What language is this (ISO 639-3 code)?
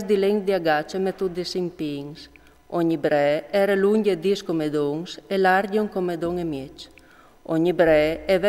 fur